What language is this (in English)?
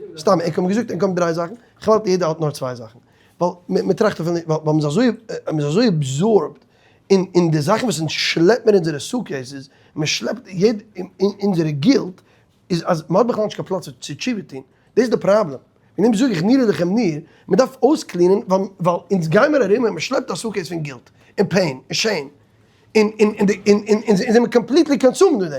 Yiddish